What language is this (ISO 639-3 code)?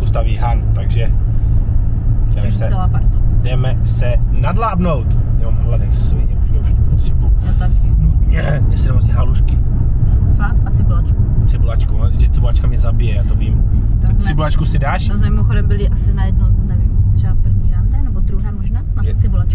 ces